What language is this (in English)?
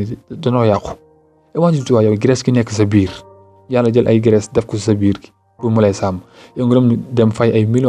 Wolof